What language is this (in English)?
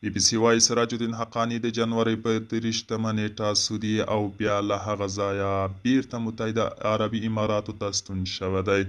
Pashto